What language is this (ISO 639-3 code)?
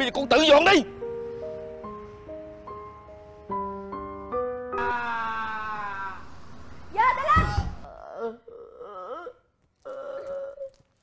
vie